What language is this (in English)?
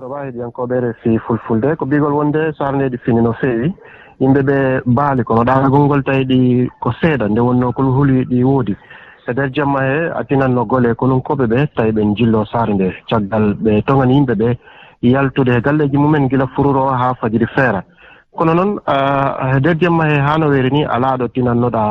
Fula